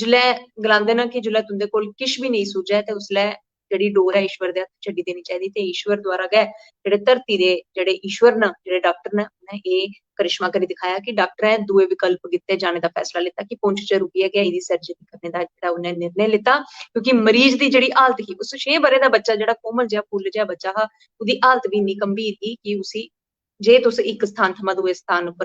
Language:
Dogri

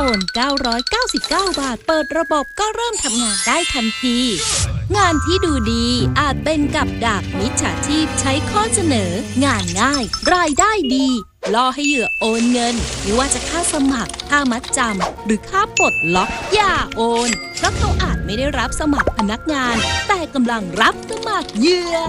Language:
Thai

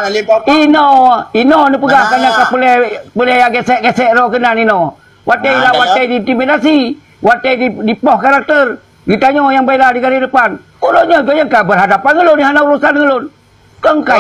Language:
Achinese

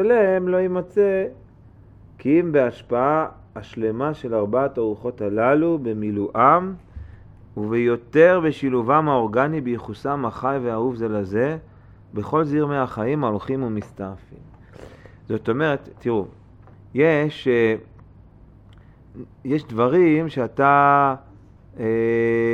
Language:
Hebrew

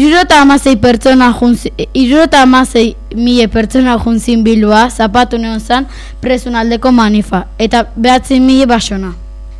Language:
Basque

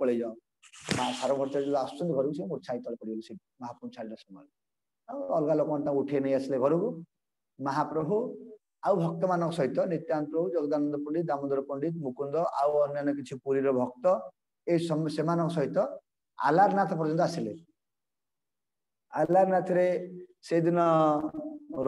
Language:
Odia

